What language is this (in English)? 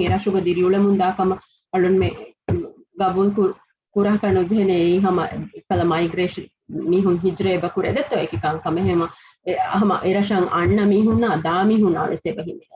Divehi